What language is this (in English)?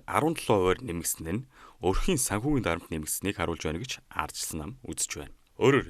Mongolian